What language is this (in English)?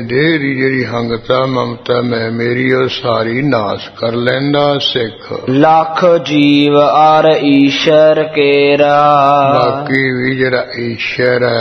Punjabi